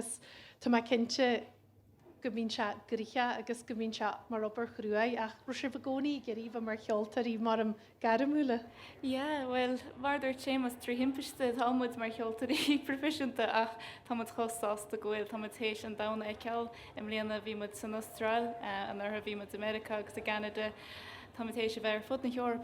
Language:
Irish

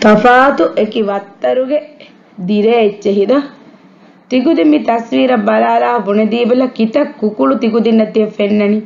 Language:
Divehi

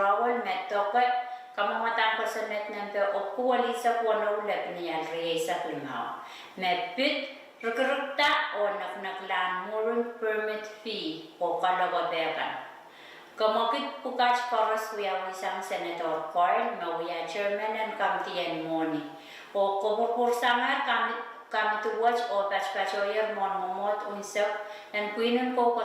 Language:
Pohnpeian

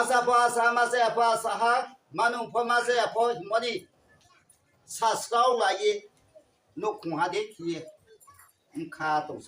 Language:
Riang (India)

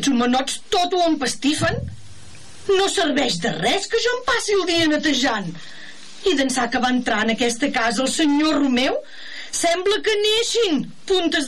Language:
Catalan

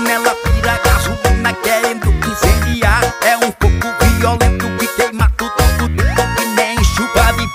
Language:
Portuguese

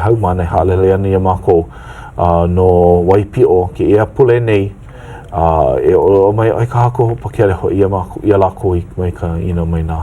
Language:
Hawaiian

